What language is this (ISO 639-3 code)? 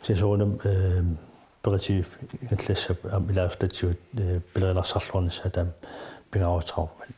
kal